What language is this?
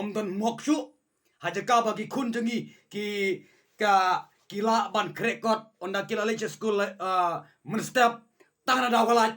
Khasi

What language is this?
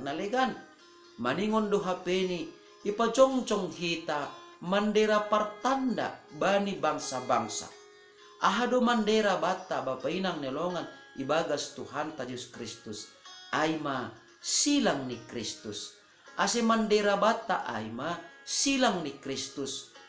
Batak Simalungun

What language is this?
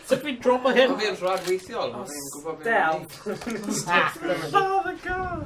Welsh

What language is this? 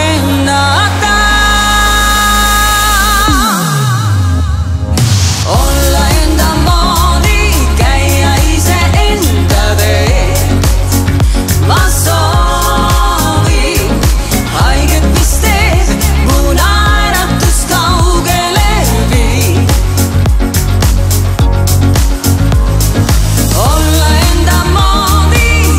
Estonian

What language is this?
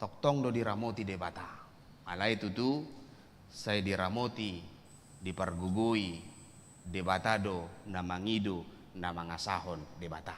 Batak Toba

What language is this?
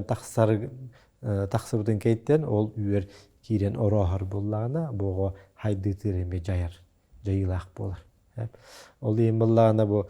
Yakut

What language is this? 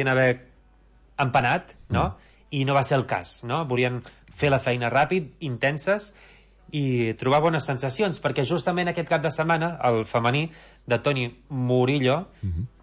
Catalan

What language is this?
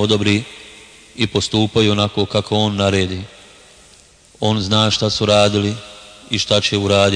Bosnian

